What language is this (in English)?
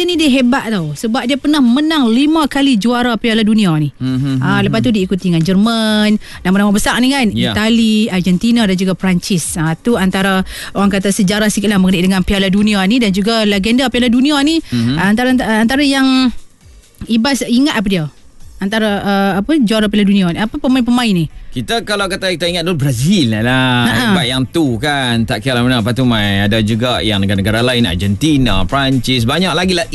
Malay